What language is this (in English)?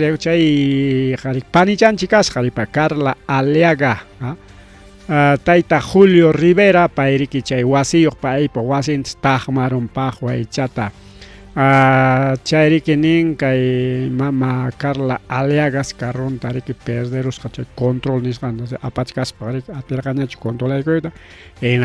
Ayacucho Quechua